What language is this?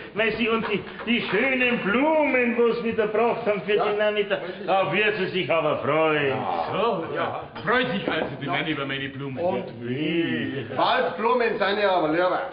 Bavarian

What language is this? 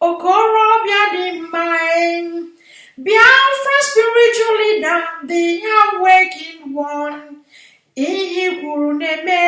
Igbo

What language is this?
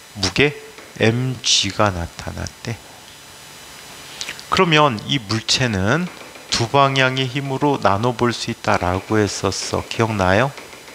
Korean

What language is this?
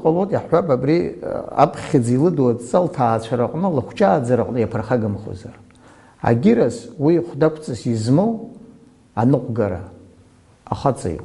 Abkhazian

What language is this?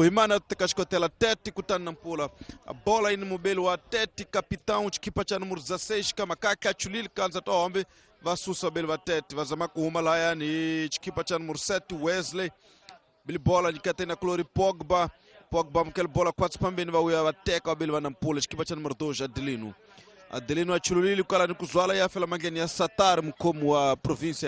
Tsonga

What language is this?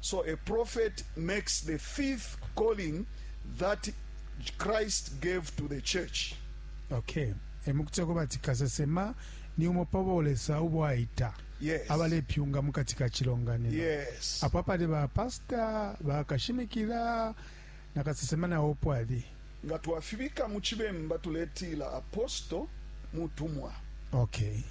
Bemba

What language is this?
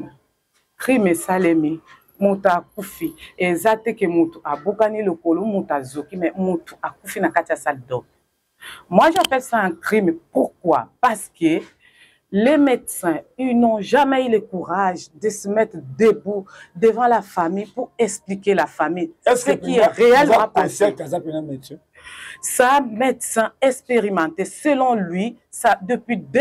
Lingala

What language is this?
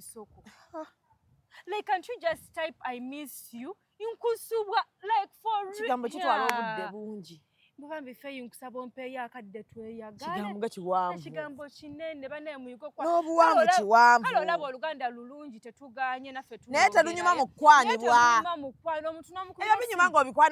Ganda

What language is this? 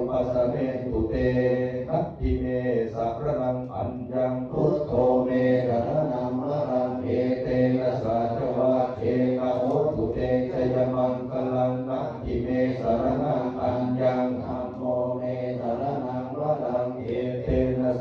Pali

